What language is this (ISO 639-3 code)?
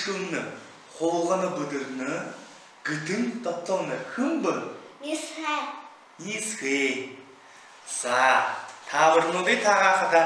bua